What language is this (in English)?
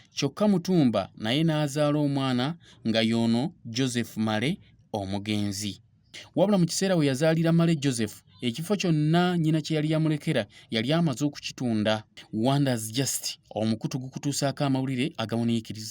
Ganda